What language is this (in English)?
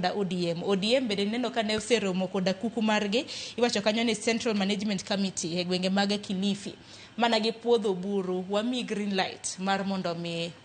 Luo (Kenya and Tanzania)